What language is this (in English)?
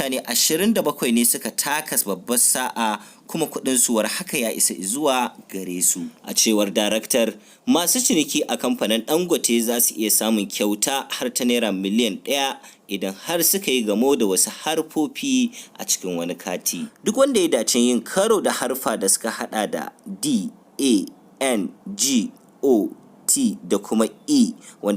Hausa